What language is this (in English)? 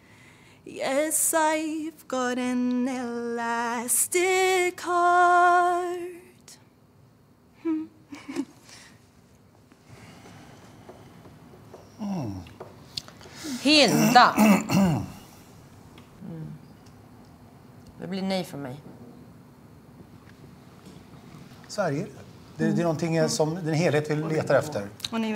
Swedish